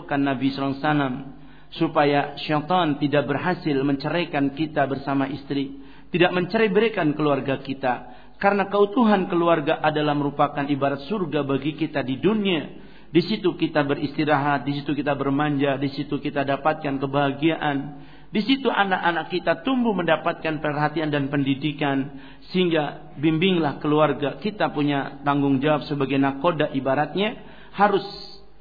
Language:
Indonesian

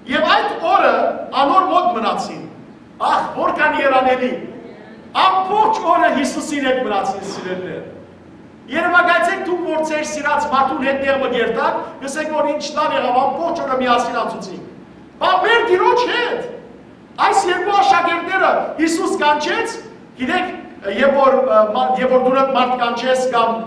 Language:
Western Armenian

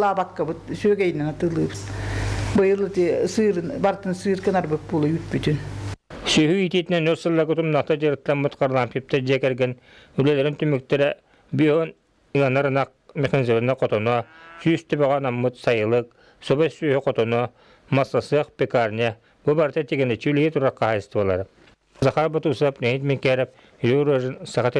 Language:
Yakut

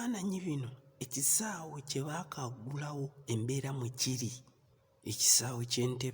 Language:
Ganda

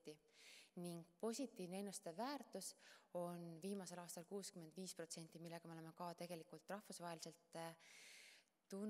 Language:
Estonian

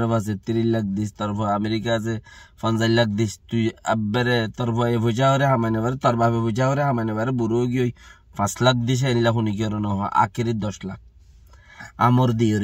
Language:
Rohingya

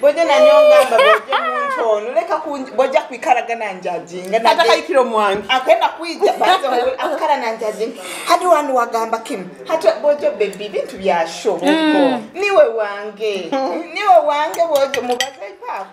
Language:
Nyoro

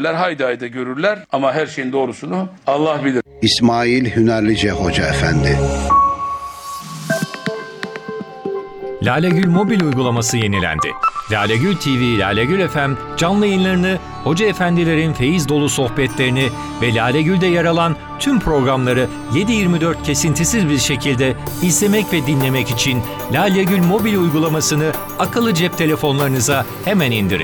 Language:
Turkish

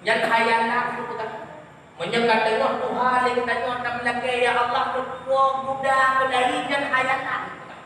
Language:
Achinese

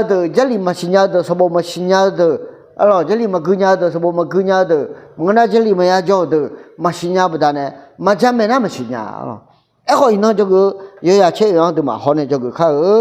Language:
Akha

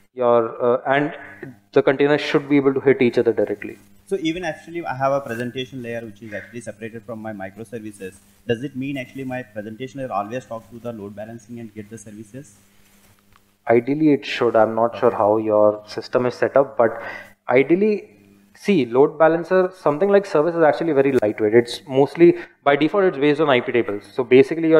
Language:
English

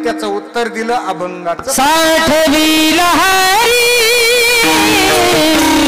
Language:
Marathi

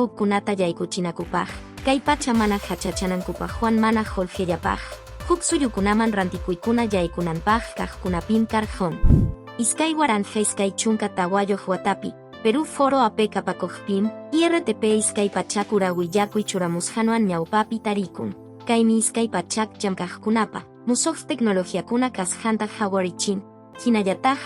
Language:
Quechua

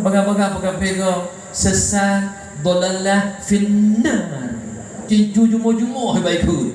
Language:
Achinese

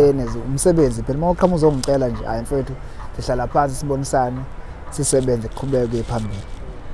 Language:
Zulu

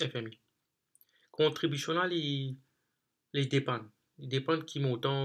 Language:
Morisyen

